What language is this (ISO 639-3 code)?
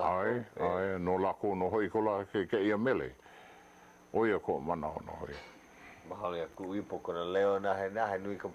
haw